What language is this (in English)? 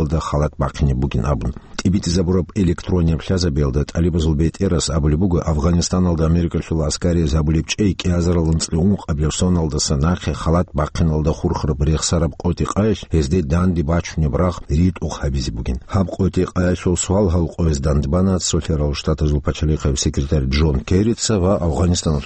Avaric